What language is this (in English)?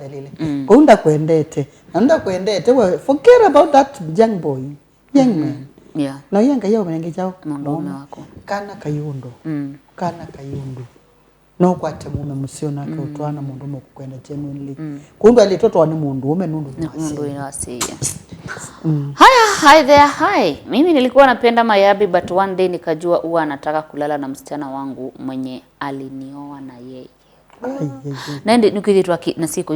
Kamba